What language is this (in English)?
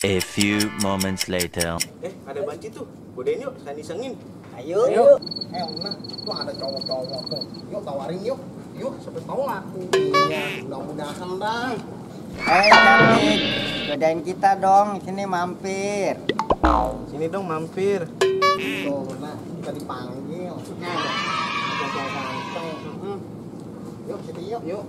Betawi